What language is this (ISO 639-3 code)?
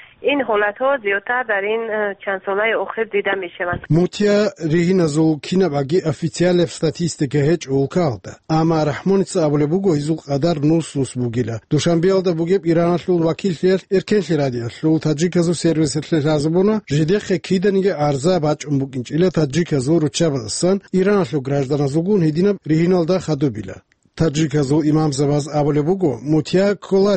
ava